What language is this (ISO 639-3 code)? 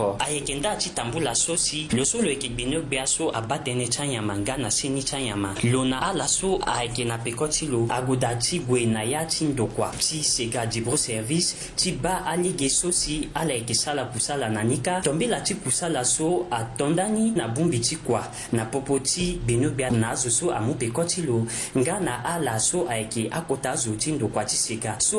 sag